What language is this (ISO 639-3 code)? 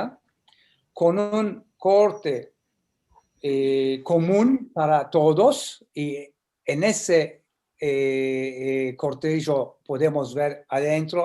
lad